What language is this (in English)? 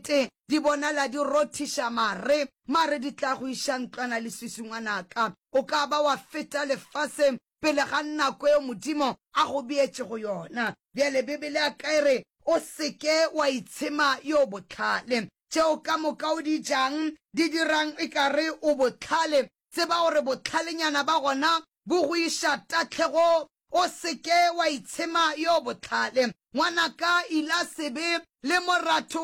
Northern Sotho